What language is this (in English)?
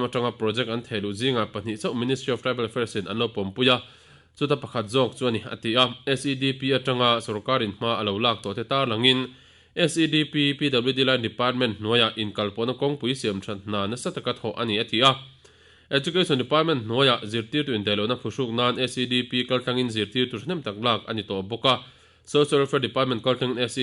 Mizo